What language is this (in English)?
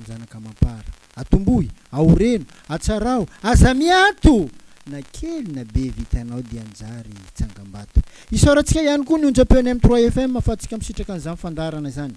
Malagasy